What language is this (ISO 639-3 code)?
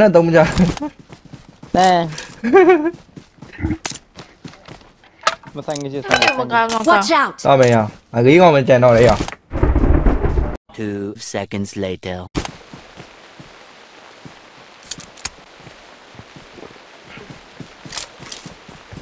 mya